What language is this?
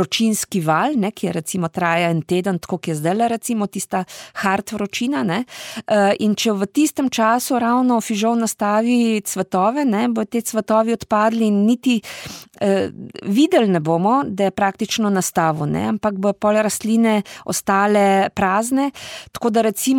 Slovenian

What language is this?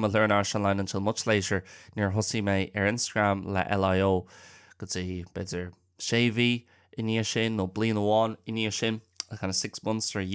Irish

